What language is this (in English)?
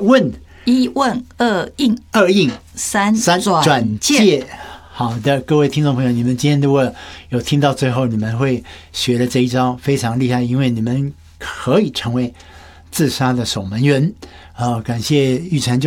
Chinese